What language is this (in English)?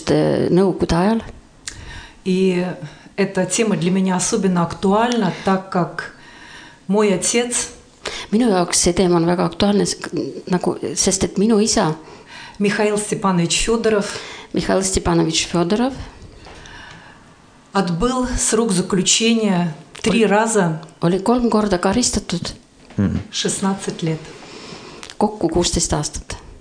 Estonian